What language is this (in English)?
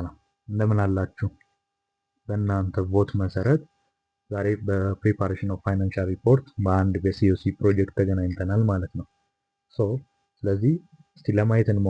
Amharic